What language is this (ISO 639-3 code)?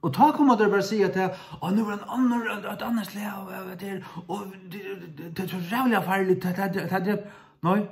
fao